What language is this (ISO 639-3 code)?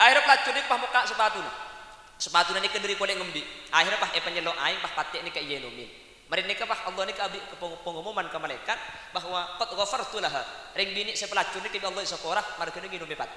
mad